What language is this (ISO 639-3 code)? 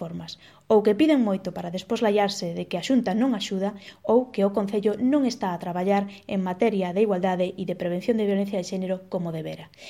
glg